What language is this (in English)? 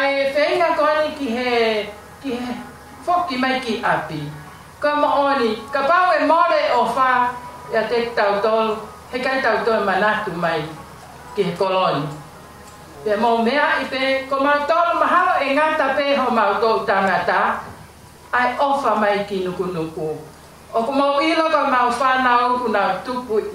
Tongan